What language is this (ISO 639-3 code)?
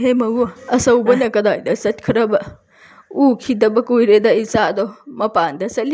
mni